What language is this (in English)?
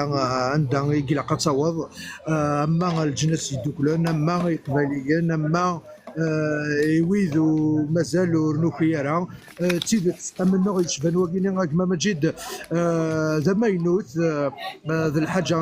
Kabyle